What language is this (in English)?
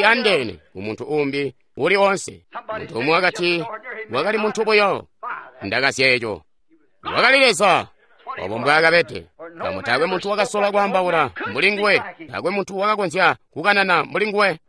Tonga (Zambia)